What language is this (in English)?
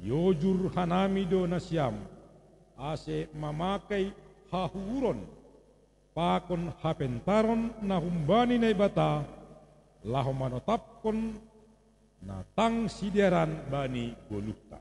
Batak Simalungun